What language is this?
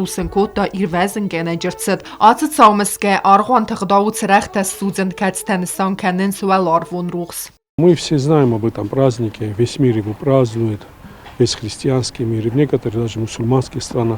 Ossetic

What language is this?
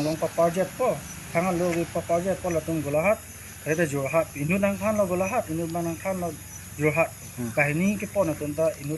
Karbi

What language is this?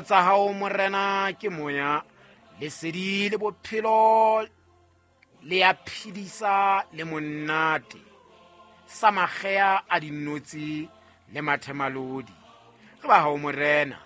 Southern Sotho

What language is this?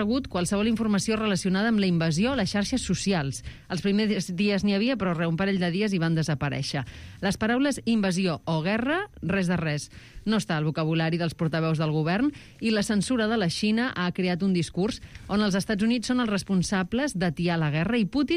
Catalan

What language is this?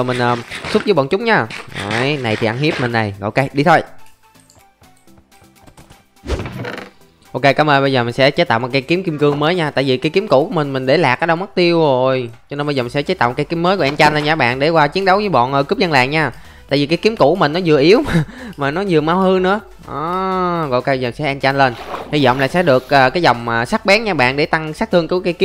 Vietnamese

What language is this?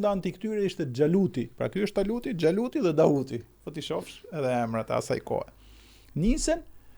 Albanian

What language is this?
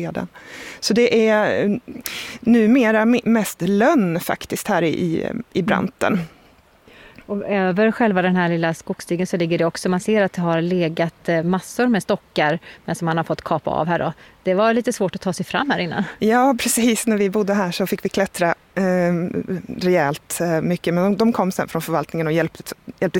Swedish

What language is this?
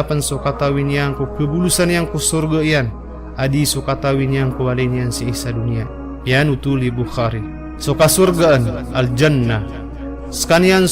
Maranao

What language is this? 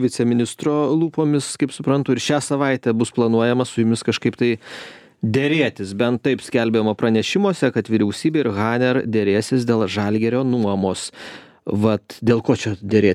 Lithuanian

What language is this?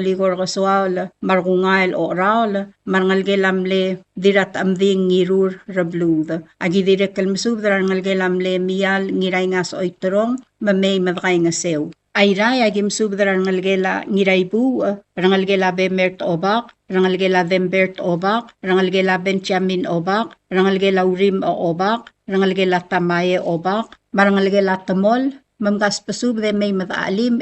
Palauan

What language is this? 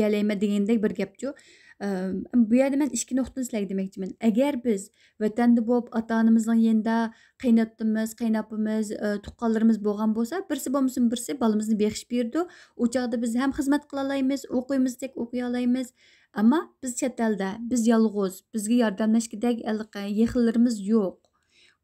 Uyghur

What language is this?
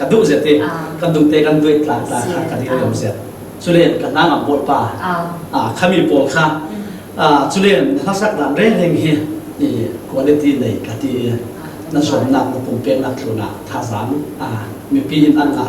Falam Chin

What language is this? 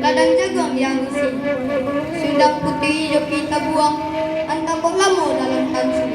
Minangkabau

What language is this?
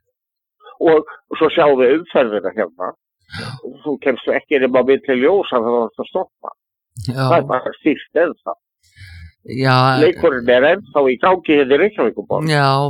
Icelandic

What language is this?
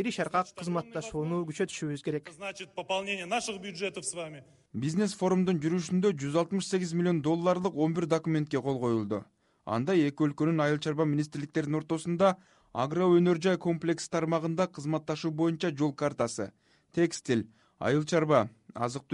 Kyrgyz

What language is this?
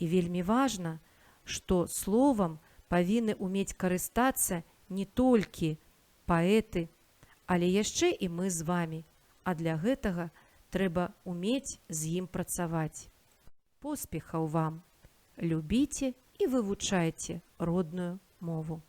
Belarusian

